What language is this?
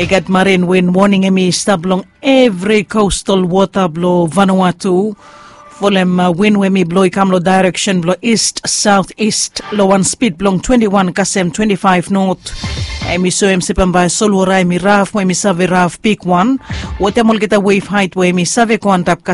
Bislama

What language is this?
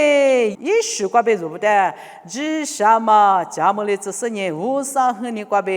Lisu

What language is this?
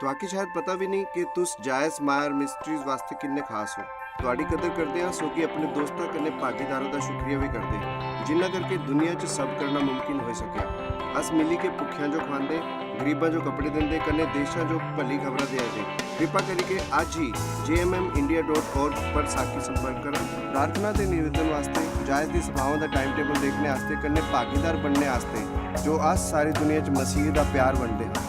Dogri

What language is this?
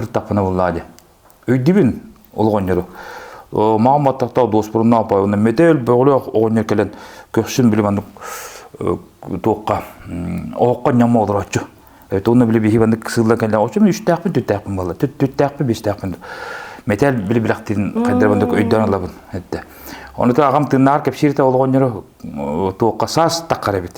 Yakut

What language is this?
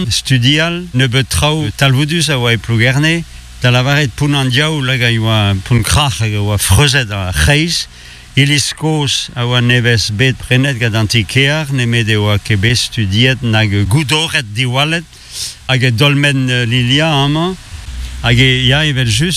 Breton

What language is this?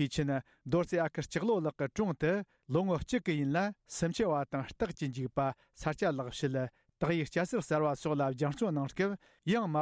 Tibetan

